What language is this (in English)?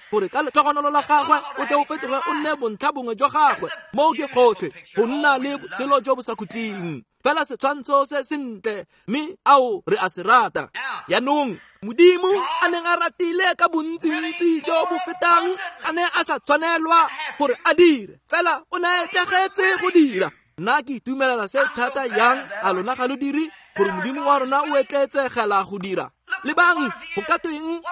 Tswana